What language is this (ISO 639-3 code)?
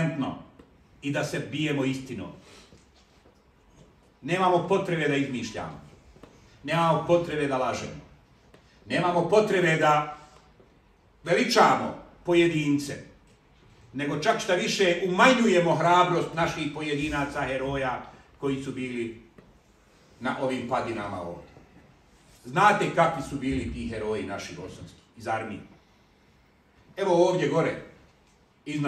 bos